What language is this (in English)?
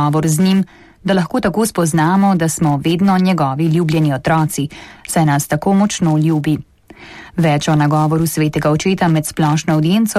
Slovenian